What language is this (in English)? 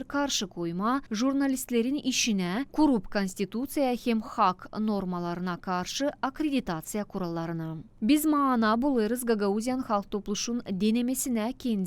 Gagauz